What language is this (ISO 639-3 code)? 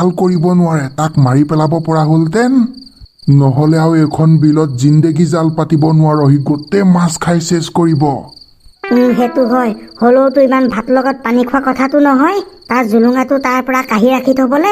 asm